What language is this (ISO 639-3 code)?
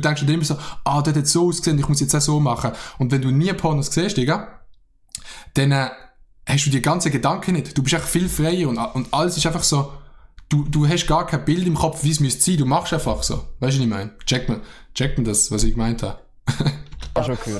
gsw